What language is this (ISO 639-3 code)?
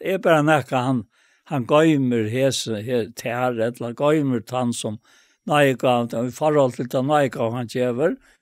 fao